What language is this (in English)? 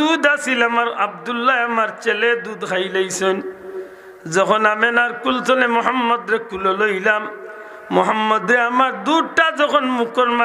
Sylheti